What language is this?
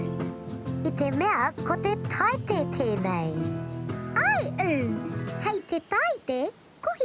Māori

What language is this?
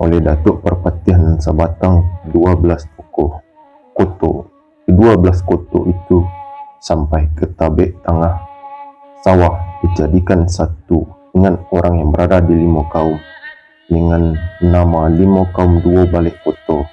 Minangkabau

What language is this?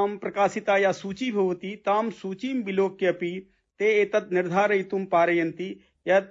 Sanskrit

